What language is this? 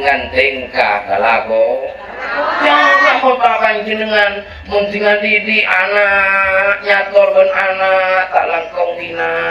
Madurese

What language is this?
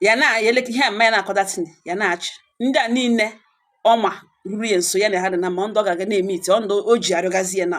Igbo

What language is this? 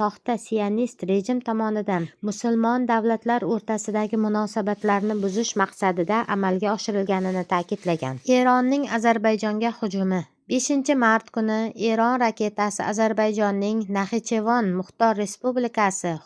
Uzbek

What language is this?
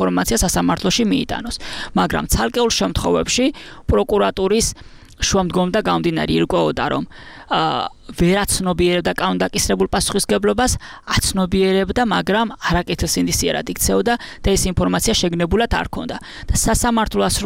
Georgian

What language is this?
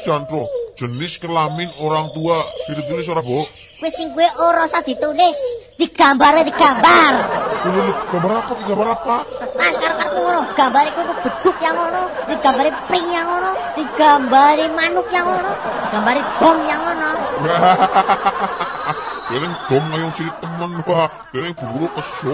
Javanese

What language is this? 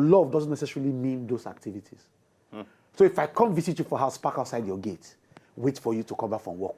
Nigerian Pidgin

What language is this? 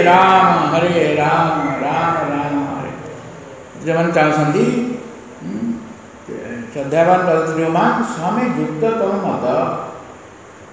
Odia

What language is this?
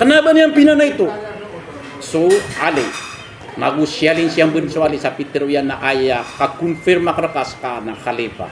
Maranao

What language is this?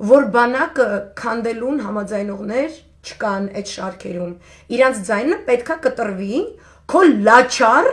Armenian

